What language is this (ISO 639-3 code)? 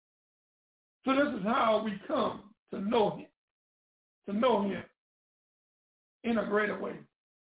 eng